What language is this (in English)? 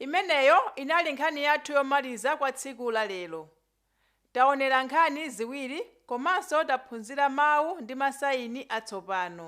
Nyanja